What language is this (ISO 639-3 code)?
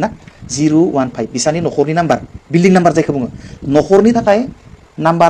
brx